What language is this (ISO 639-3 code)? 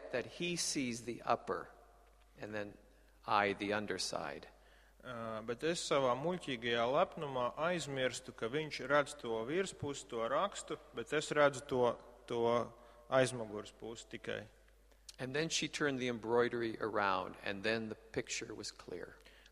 lav